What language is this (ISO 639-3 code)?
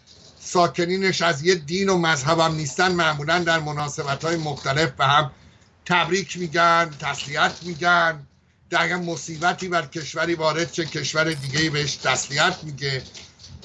fas